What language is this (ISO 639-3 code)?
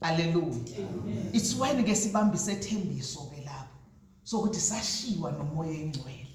zul